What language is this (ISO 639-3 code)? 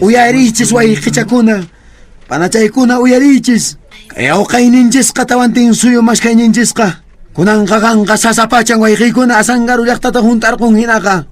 que